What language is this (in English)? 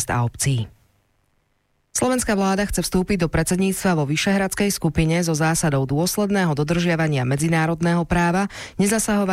Slovak